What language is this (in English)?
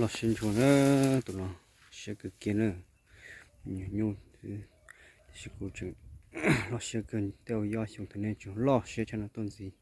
Hmong